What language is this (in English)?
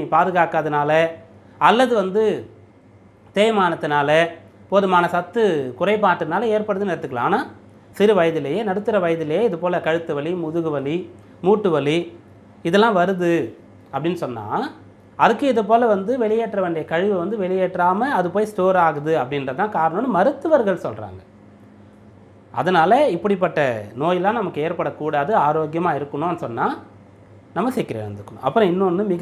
Tamil